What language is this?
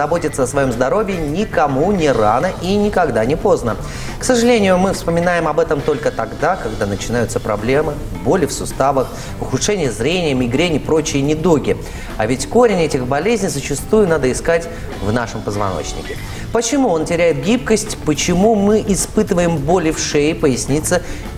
Russian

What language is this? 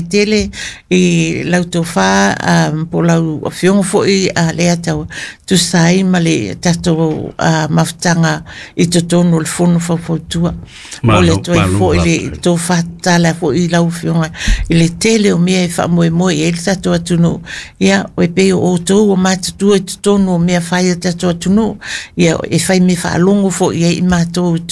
Samoan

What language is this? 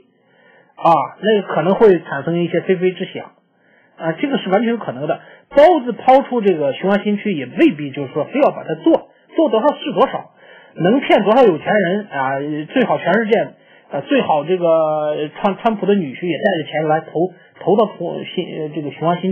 Chinese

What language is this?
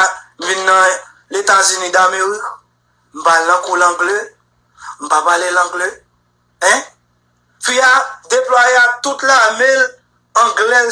Haitian Creole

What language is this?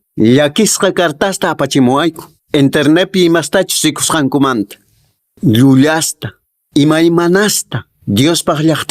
Quechua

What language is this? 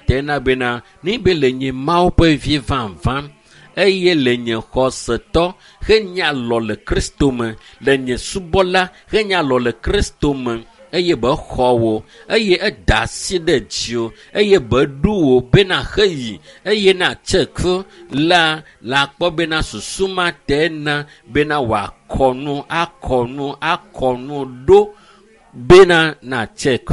Ewe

